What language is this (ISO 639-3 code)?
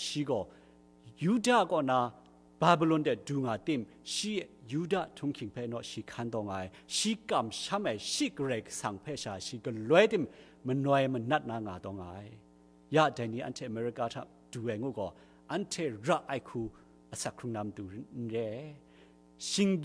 kac